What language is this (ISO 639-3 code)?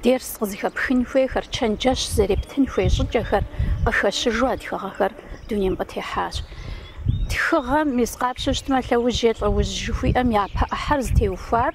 kbd